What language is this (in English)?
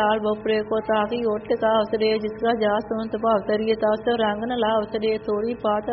Punjabi